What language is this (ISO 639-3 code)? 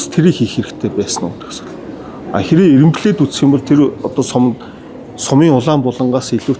mon